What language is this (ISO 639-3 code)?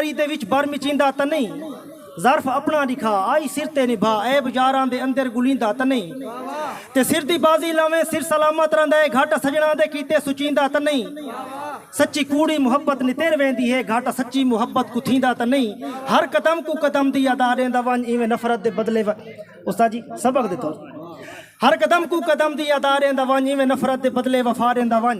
skr